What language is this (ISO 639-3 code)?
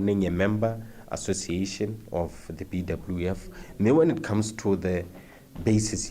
tsn